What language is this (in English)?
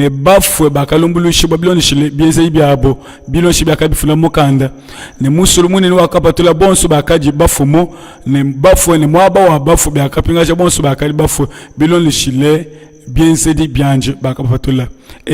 Luba-Lulua